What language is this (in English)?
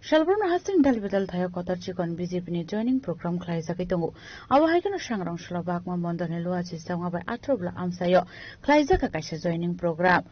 Kok Borok